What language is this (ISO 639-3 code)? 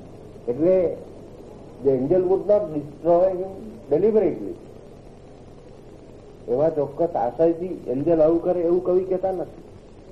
guj